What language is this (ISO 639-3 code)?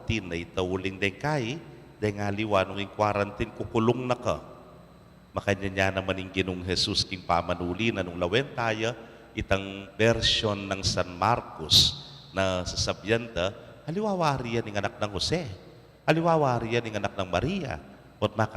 pam